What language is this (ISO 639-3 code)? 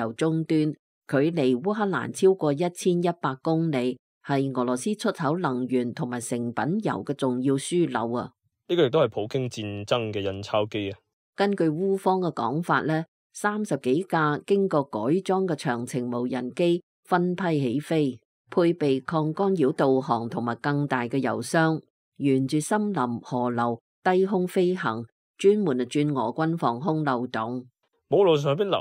yue